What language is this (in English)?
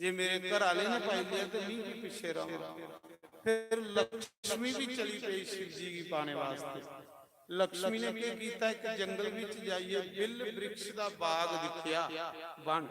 Dogri